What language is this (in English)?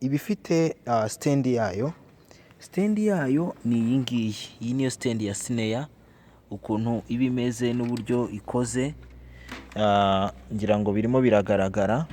Kinyarwanda